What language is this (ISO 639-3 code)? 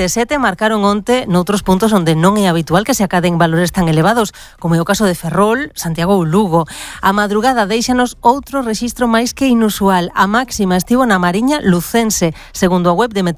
glg